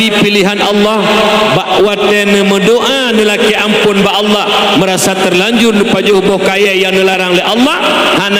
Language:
Achinese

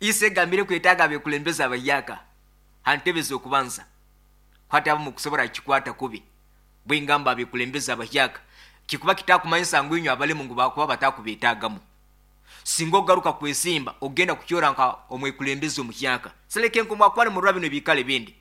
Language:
Nyankole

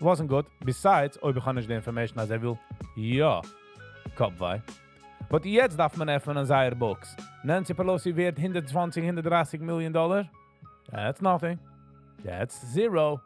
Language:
Yiddish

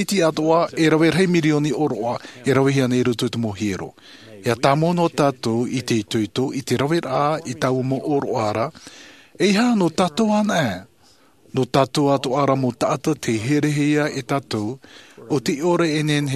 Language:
Tahitian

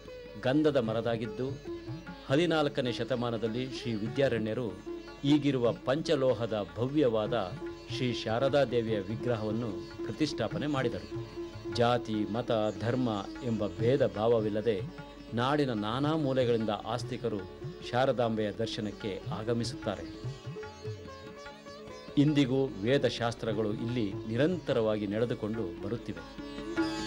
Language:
Kannada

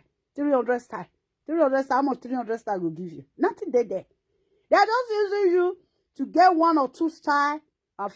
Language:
Nigerian Pidgin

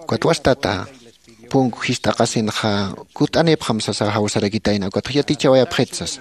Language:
Aymara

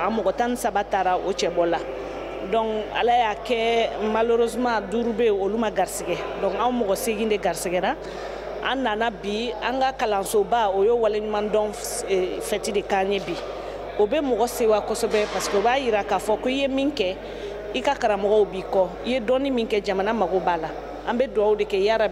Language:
Bambara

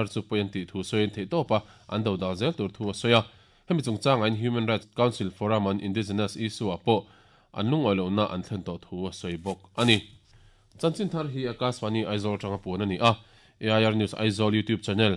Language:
Mizo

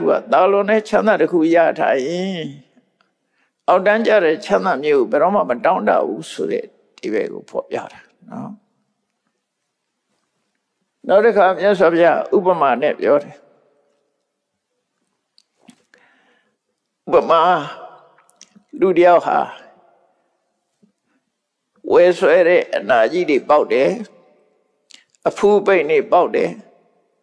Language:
Burmese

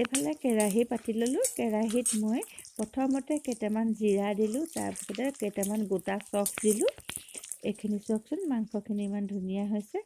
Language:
Assamese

